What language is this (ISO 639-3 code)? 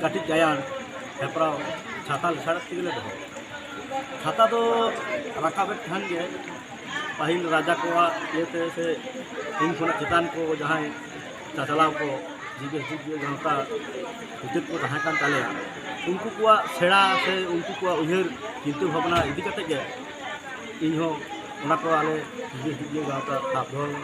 sat